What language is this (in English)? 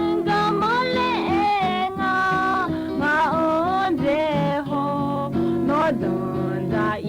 Akha